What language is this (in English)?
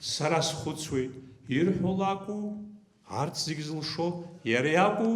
Abkhazian